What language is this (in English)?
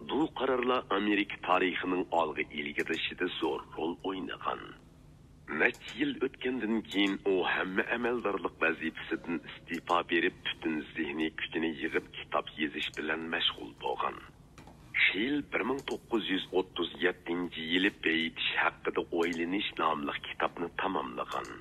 Uyghur